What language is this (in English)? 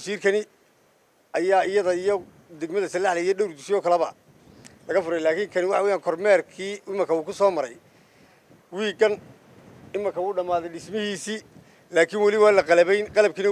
Somali